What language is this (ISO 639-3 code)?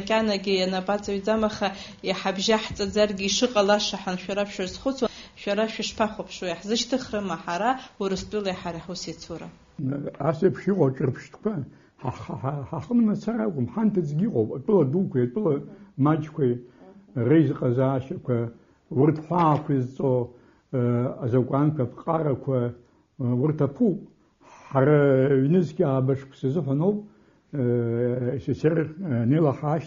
abk